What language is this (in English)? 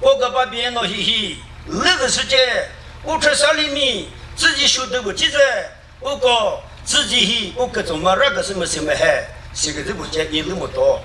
Chokri Naga